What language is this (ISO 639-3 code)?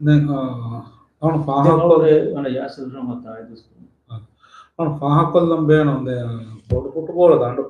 div